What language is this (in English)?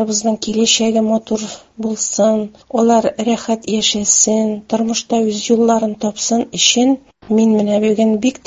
Tatar